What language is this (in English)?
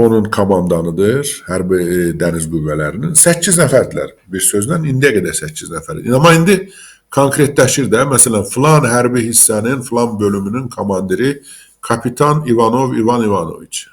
Azerbaijani